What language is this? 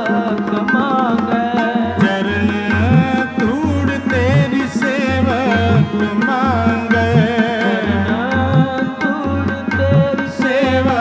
Punjabi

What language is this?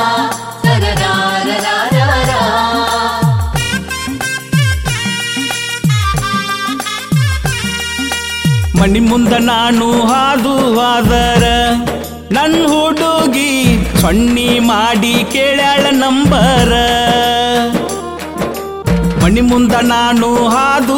Kannada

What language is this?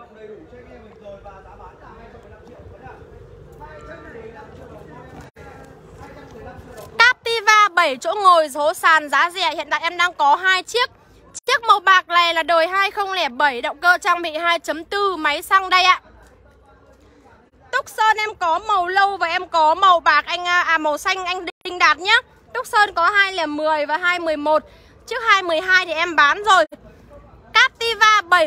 Vietnamese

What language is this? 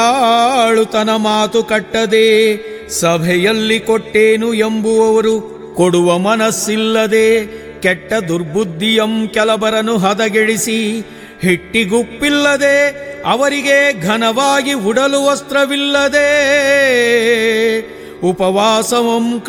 Kannada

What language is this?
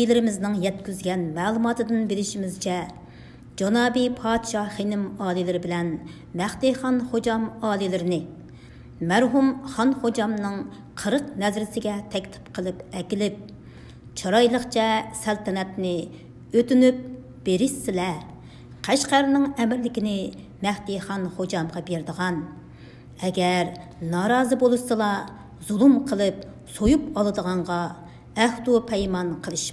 Uyghur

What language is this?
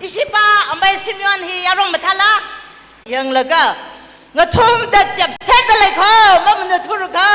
Tangkhul Naga (India)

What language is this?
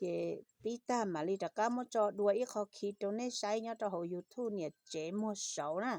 Hmong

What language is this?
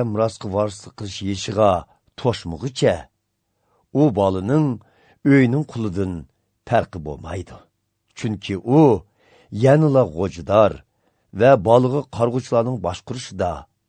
Uyghur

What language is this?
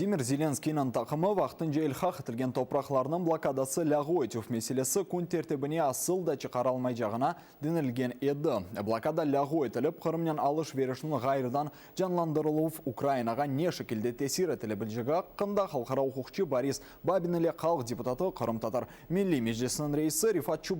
Crimean Tatar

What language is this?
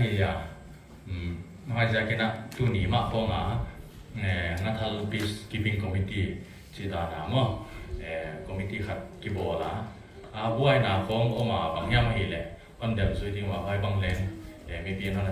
Paite Chin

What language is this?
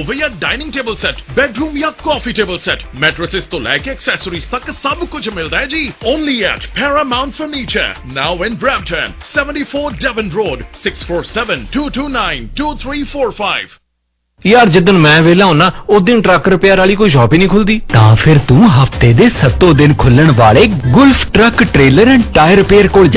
Punjabi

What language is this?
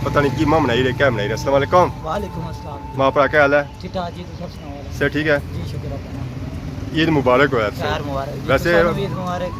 Pahari-Potwari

